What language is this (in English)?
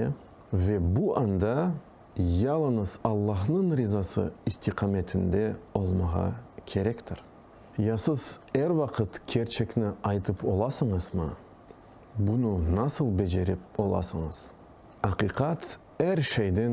Crimean Tatar